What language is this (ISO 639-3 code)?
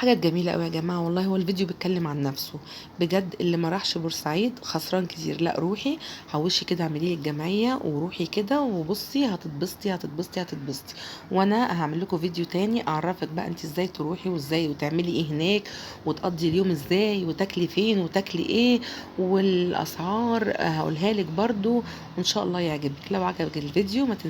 arz